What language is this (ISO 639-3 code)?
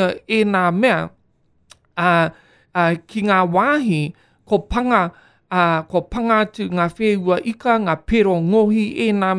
mri